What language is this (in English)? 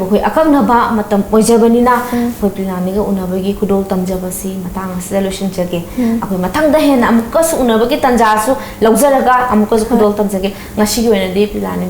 Manipuri